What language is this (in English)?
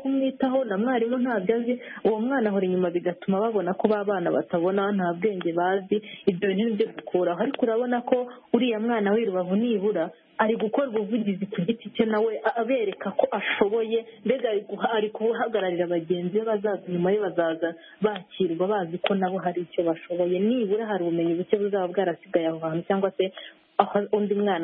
Kinyarwanda